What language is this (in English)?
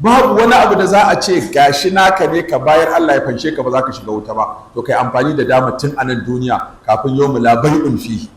Hausa